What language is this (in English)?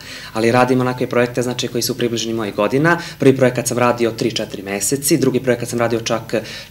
Serbian